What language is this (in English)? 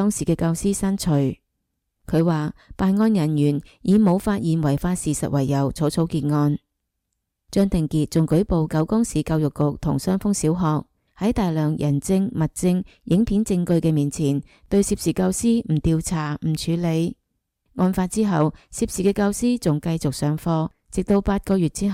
Cantonese